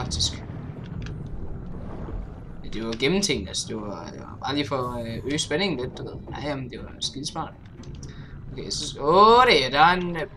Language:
Danish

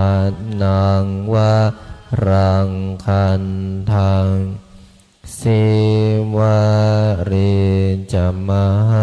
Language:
Pali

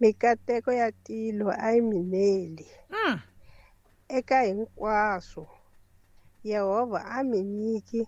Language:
Tsonga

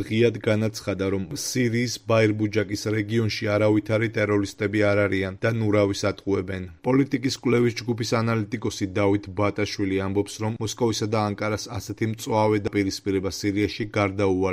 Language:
Georgian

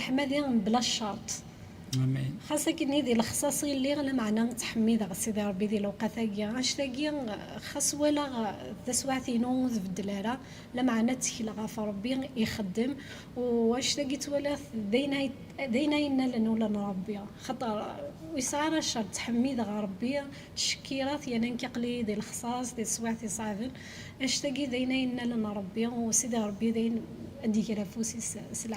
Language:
Kabyle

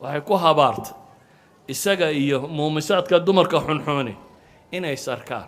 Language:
Somali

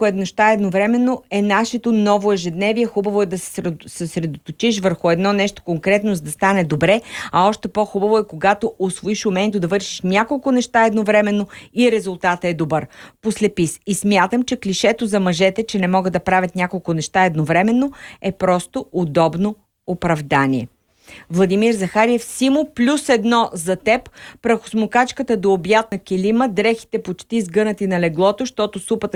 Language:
Bulgarian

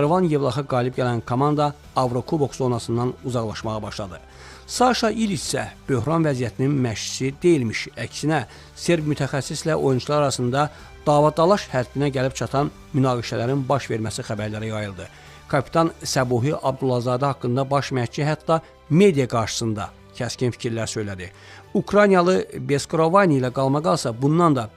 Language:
Azerbaijani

